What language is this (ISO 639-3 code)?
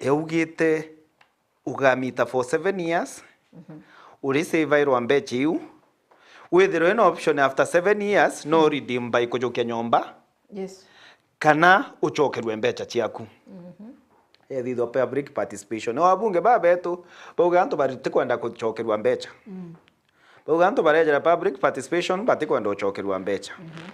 mer